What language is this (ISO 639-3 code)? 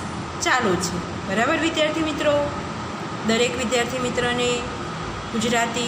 guj